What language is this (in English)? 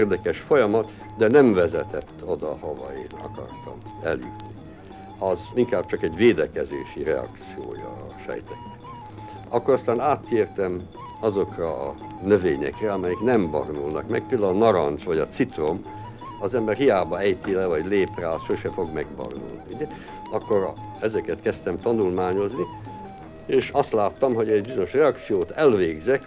Hungarian